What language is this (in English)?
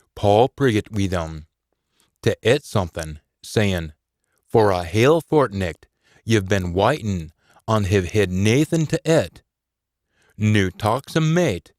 Scots